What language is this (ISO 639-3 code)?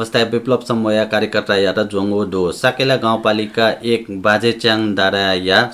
new